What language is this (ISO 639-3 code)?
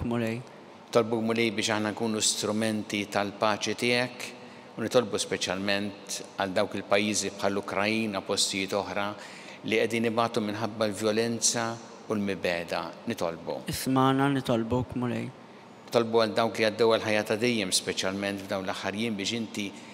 mlt